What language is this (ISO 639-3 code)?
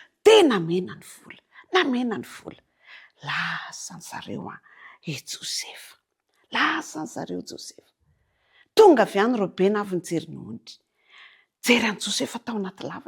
mlg